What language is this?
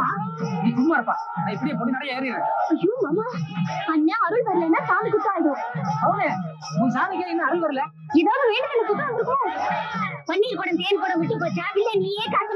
Tamil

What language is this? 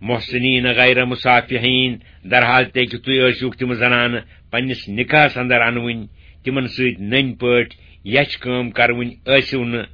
Kashmiri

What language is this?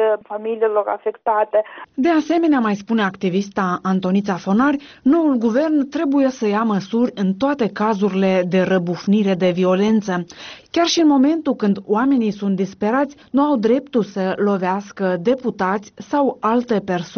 Romanian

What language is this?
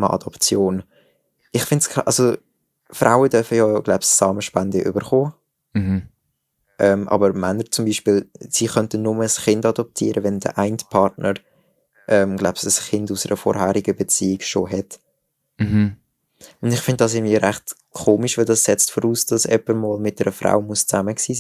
Swiss German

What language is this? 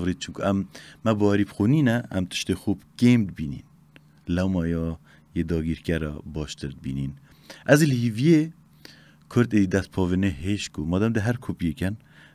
Kurdish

